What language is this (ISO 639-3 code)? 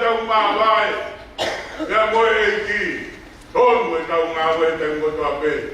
ton